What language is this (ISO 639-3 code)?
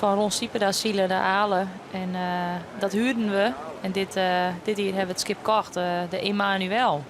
fry